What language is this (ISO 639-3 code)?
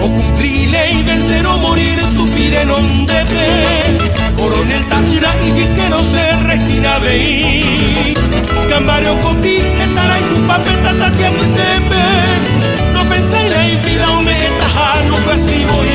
grn